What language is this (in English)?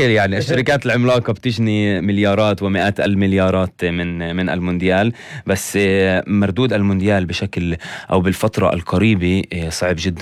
North Levantine Arabic